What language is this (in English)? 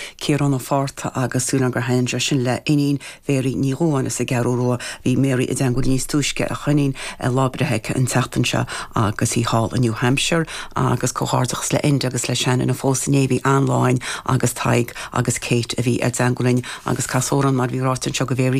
Irish